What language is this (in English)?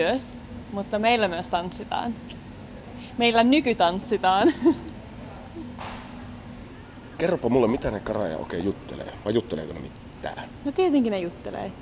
Finnish